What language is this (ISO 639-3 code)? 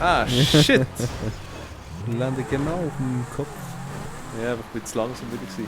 gsw